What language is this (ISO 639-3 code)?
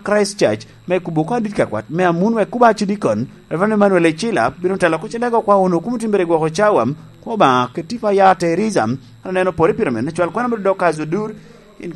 laj